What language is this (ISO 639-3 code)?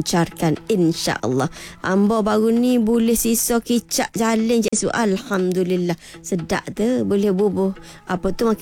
msa